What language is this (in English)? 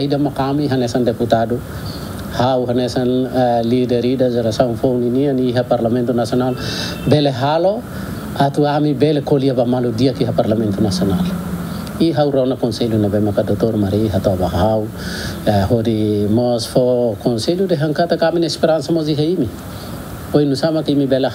Tetum